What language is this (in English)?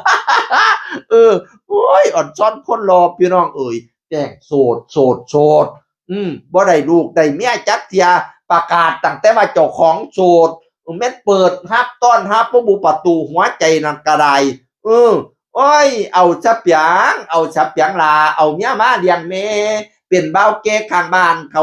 Northeastern Thai